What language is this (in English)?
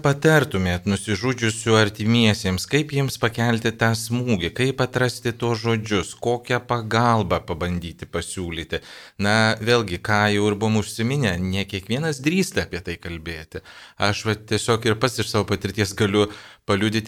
Lithuanian